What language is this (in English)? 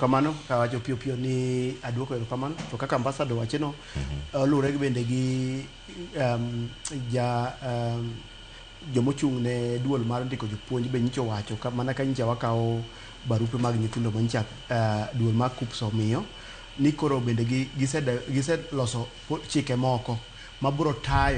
Luo (Kenya and Tanzania)